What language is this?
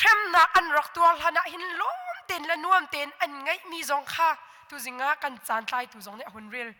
Hakha Chin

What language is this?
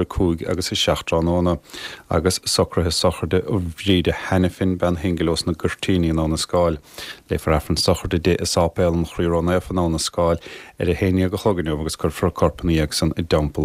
Irish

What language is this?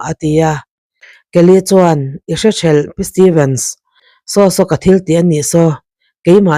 Mizo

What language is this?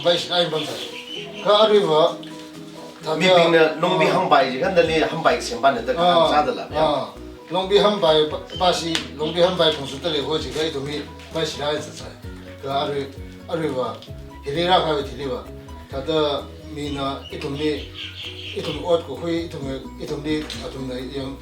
Tangkhul Naga (India)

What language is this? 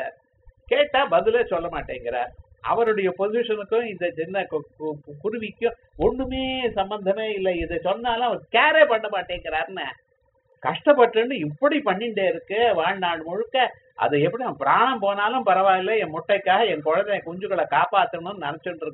Tamil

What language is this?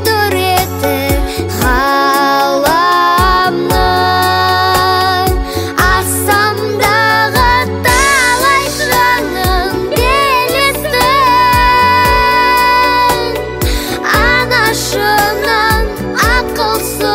Kazakh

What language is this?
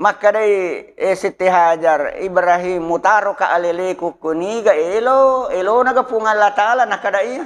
Buginese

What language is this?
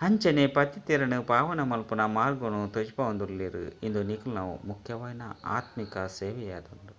Tulu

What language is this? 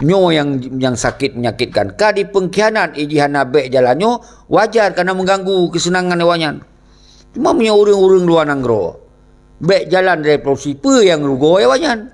Achinese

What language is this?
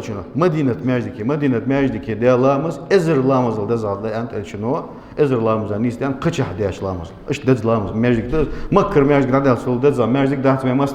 Ingush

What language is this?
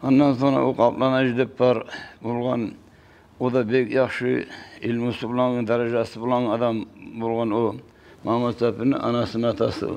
Kumyk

